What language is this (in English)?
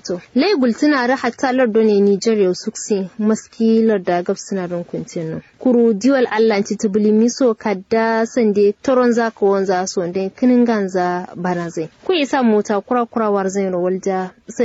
Kanuri